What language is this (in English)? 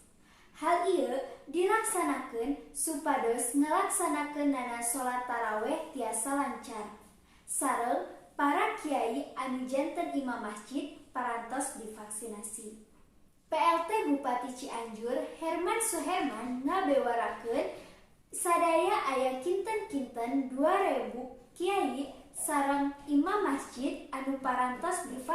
Sundanese